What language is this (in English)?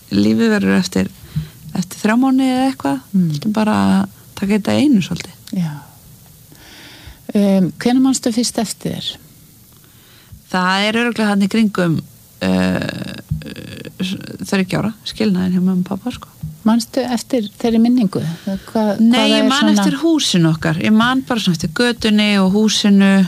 Icelandic